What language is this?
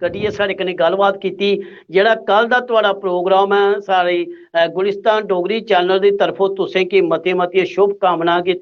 Dogri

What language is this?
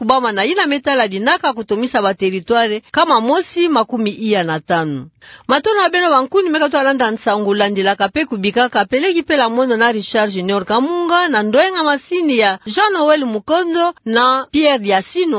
Kituba (Democratic Republic of Congo)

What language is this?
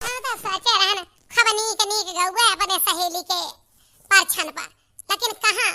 Awadhi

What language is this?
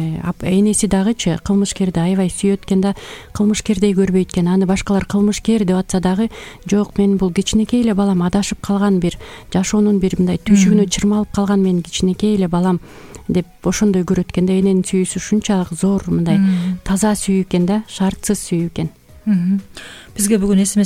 Kyrgyz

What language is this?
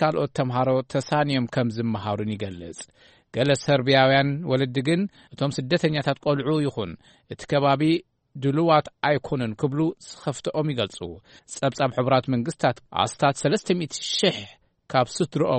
Tigrinya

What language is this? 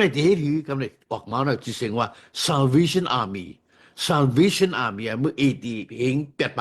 Shan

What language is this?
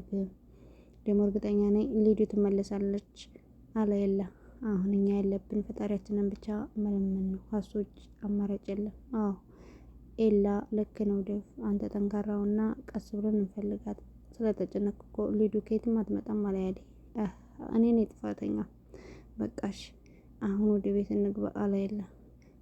Amharic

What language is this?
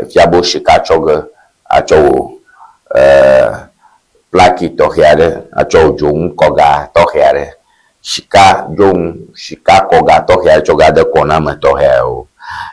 Ewe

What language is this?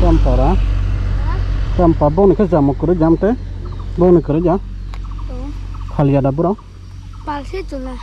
Kok Borok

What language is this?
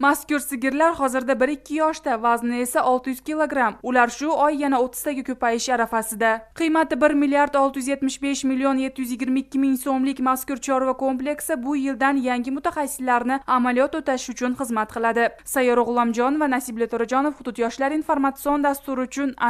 Uzbek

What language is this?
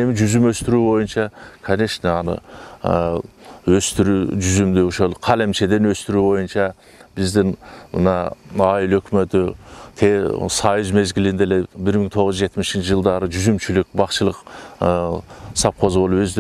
Kyrgyz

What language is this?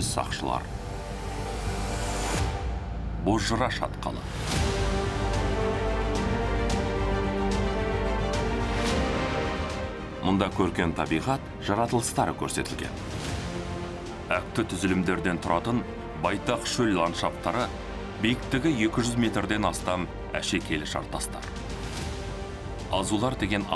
Kazakh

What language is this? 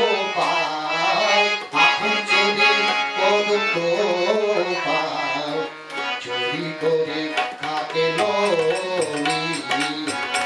Bangla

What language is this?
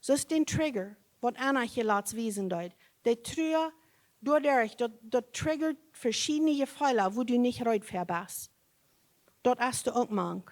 Plautdietsch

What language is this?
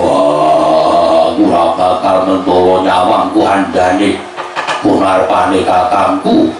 Javanese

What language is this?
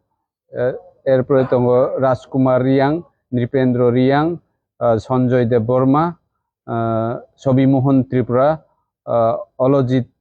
Kok Borok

